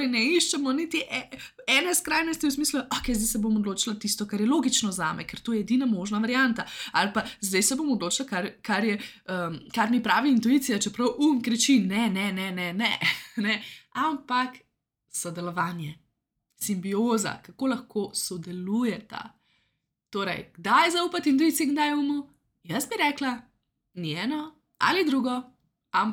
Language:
Slovenian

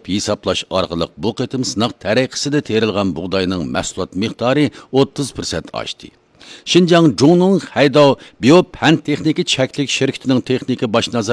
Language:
Uyghur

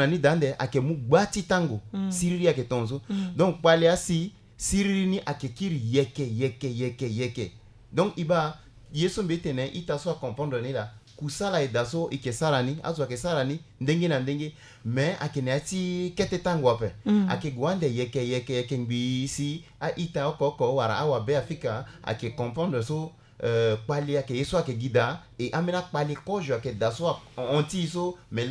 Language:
Sango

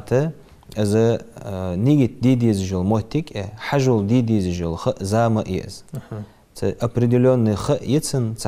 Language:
Ingush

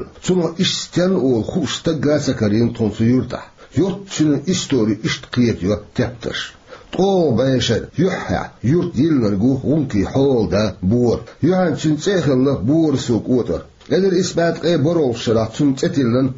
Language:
Chechen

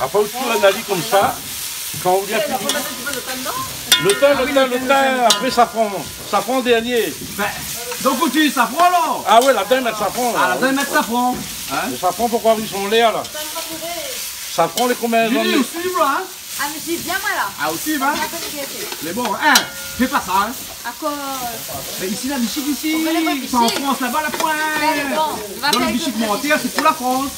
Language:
Réunion Creole French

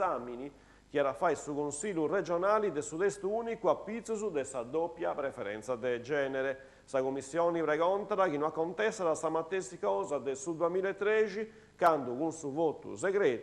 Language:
Sardinian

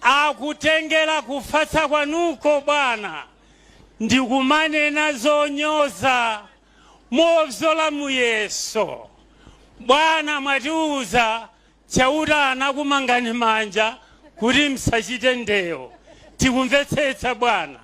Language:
Nyanja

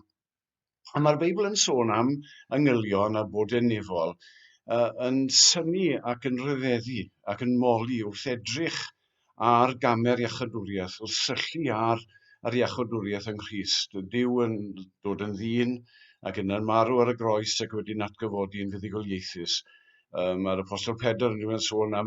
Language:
Welsh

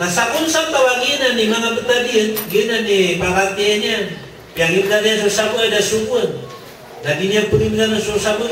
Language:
Maranao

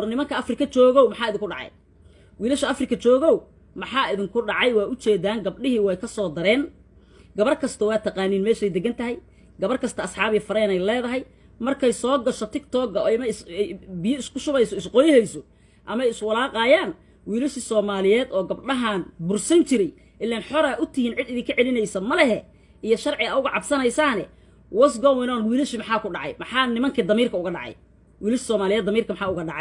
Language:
Somali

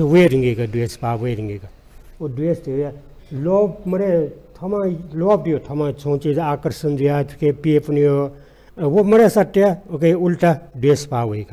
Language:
Newari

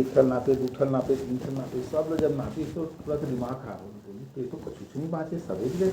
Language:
Chhattisgarhi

